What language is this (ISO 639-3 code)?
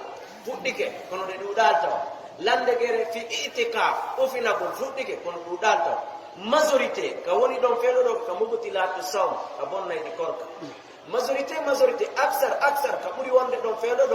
ful